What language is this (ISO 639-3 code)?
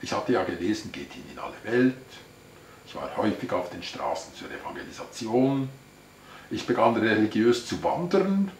gsw